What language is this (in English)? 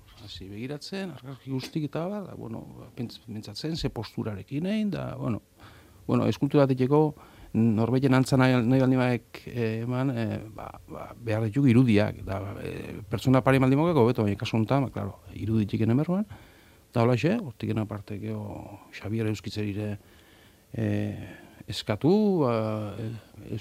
Basque